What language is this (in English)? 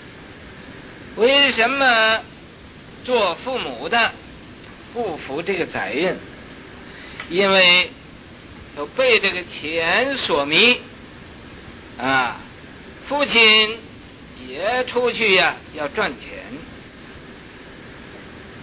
Chinese